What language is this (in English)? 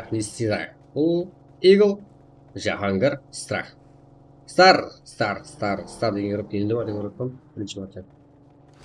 Kara-Kalpak